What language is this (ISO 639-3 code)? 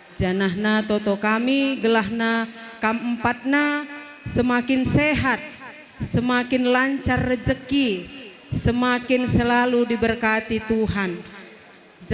btx